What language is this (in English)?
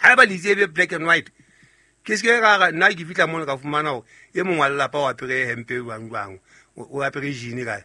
Southern Sotho